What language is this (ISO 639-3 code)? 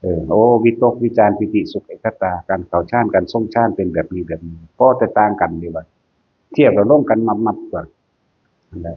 tts